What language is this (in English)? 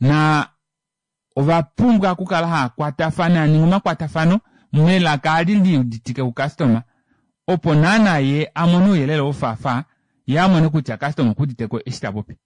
Kuanyama